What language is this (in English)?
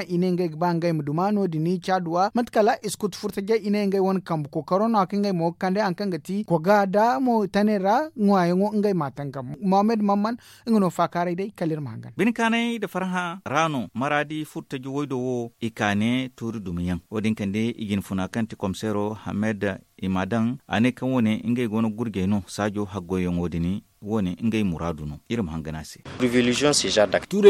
Zarma